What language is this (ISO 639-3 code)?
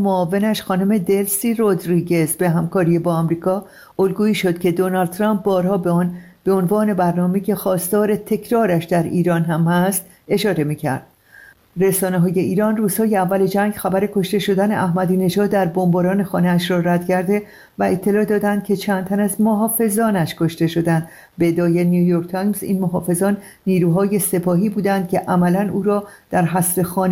fas